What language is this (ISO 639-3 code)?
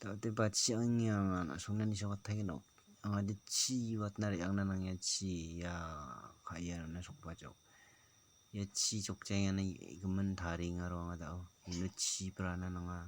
grt